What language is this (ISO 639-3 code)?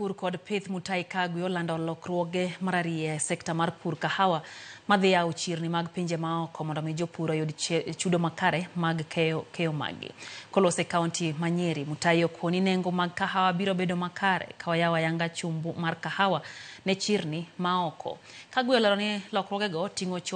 luo